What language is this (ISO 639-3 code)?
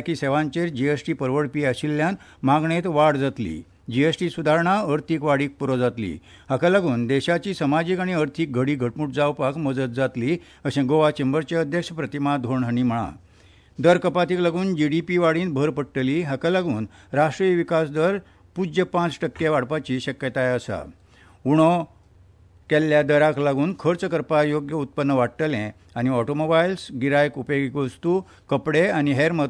kok